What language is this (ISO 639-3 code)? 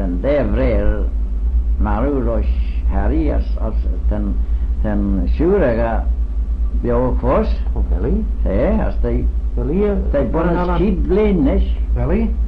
glv